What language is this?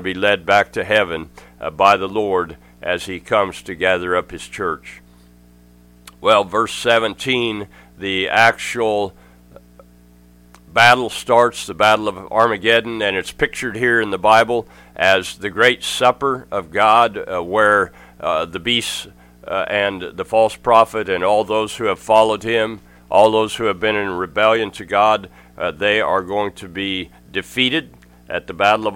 English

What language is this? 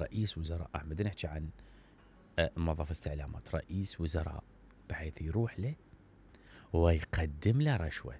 Mesopotamian Arabic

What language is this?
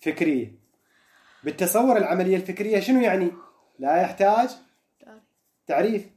Mesopotamian Arabic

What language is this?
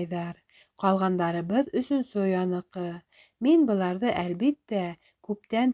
Bashkir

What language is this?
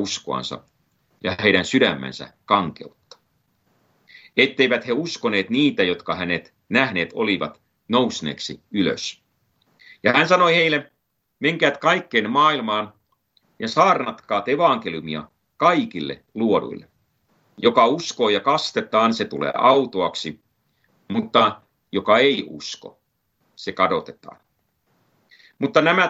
Finnish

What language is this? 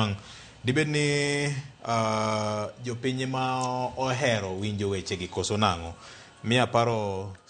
Luo (Kenya and Tanzania)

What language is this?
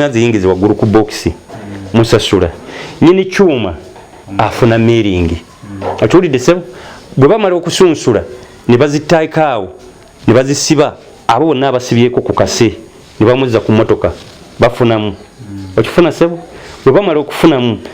Ganda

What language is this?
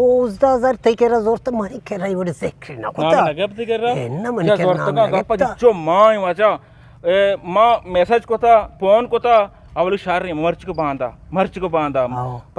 Eastern Balochi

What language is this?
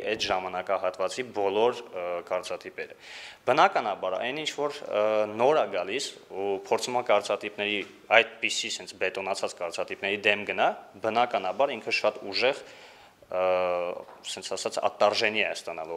Armenian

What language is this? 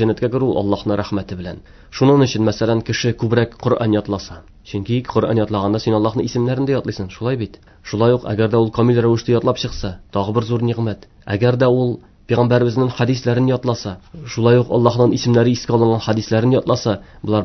Tatar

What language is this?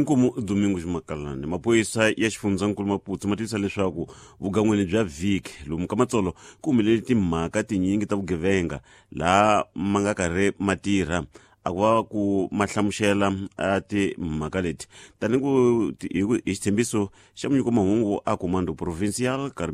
Tsonga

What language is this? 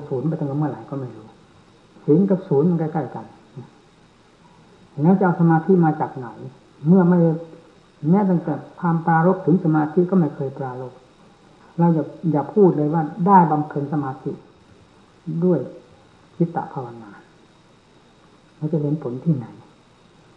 Thai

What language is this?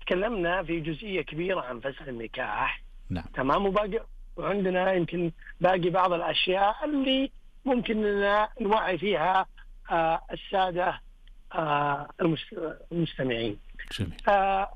Najdi Arabic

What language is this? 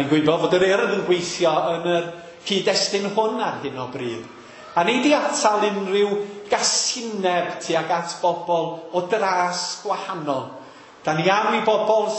Welsh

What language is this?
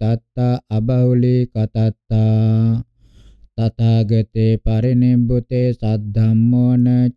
Pali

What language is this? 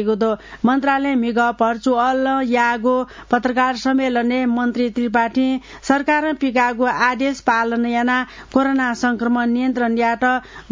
Newari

